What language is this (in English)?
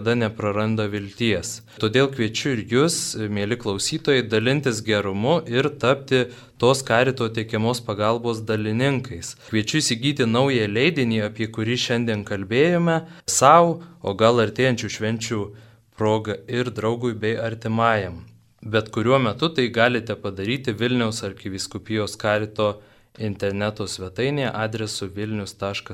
Lithuanian